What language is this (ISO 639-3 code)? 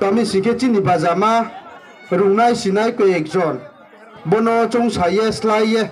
ria